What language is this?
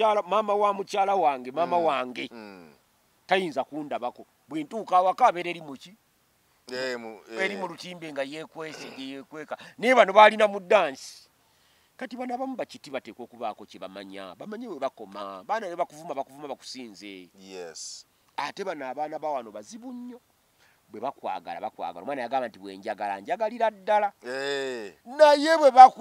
Ganda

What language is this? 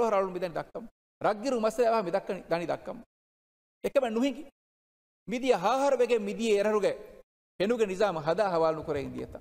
Divehi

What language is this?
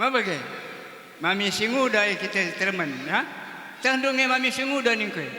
Batak Karo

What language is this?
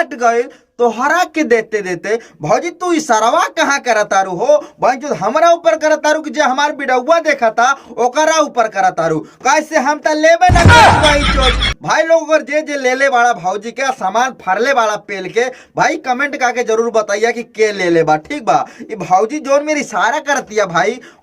Bhojpuri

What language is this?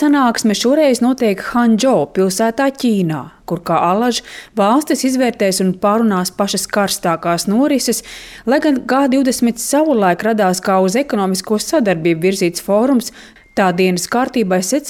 Latvian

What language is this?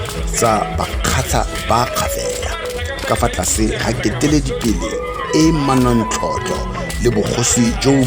Tswana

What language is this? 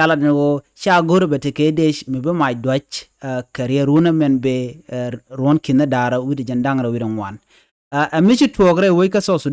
Nuer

